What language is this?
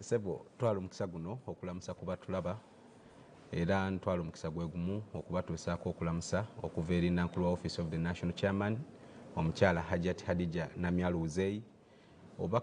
Ganda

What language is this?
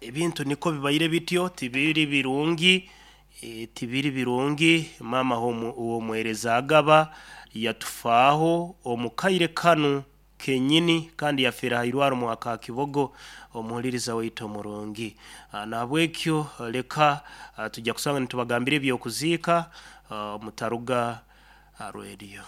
Nyoro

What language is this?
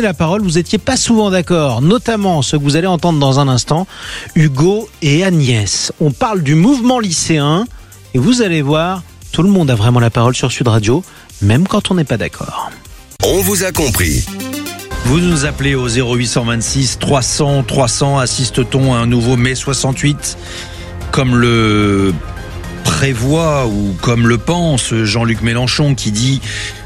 French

